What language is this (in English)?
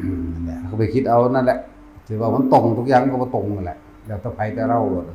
Northeastern Thai